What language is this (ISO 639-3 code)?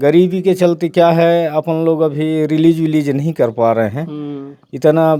hne